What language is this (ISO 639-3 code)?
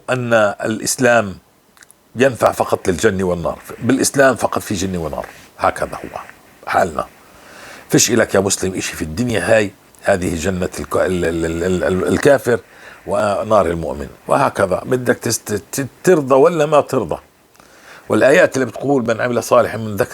apc